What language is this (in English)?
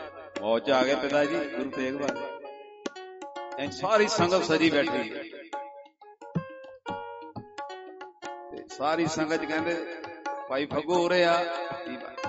Punjabi